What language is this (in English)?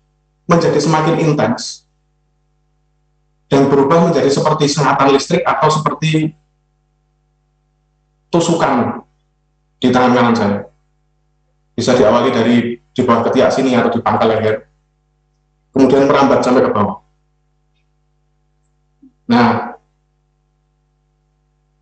Indonesian